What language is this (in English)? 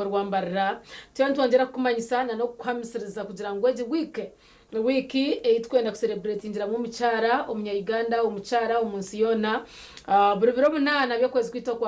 Nyankole